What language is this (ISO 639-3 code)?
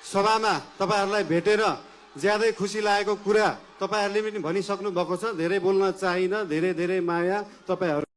nep